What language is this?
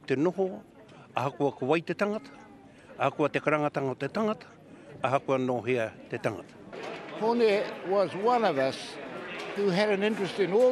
Māori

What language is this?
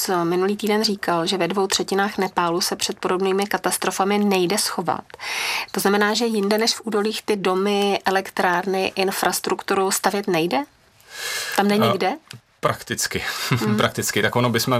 Czech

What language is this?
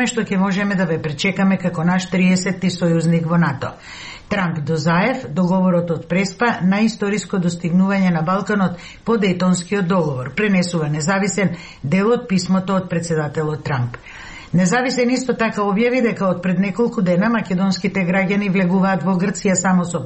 Macedonian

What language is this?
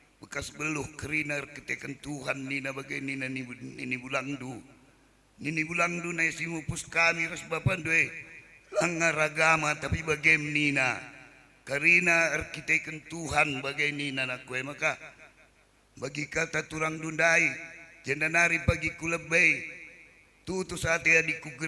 Batak Karo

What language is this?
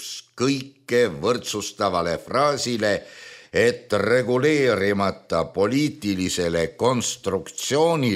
Estonian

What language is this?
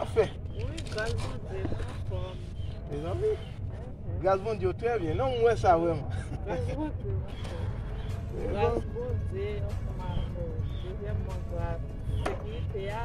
Haitian Creole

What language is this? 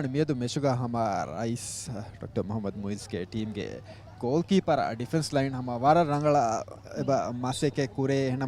Divehi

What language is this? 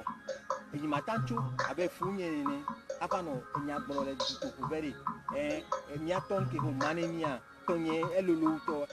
Ewe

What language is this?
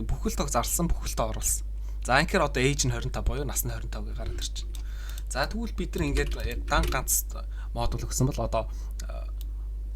Mongolian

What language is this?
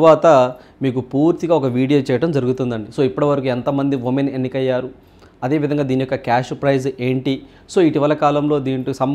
Telugu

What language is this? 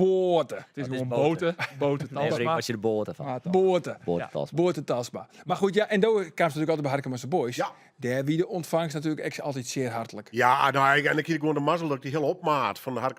Western Frisian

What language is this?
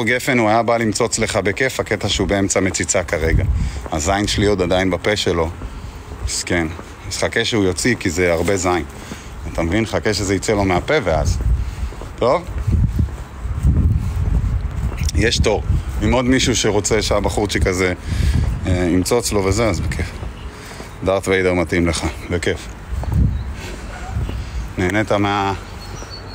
Hebrew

